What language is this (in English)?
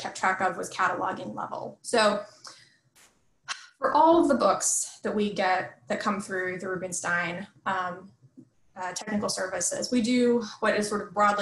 English